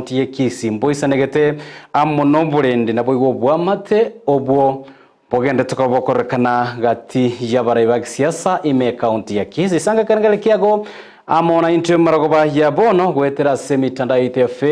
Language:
Gusii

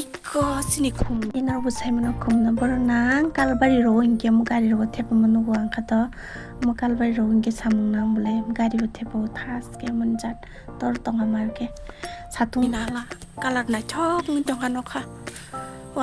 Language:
Kok Borok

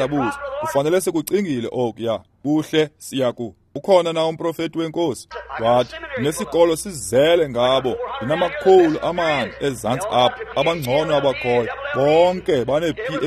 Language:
Xhosa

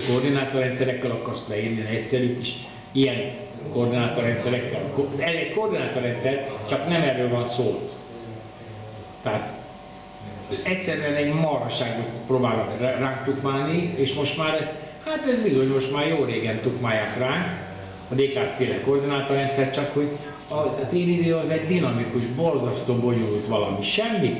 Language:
Hungarian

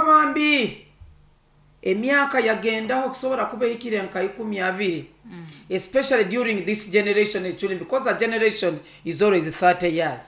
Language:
Nyoro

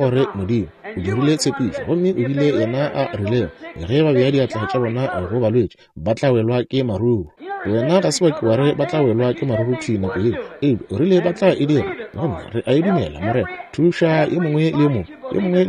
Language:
Northern Sotho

